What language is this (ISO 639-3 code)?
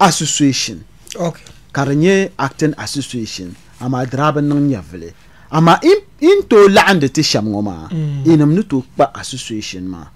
dag